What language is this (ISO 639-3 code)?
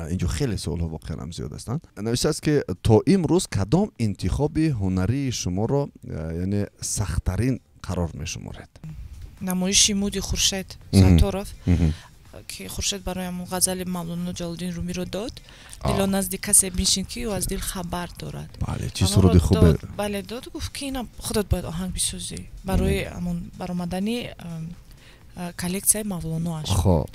tgk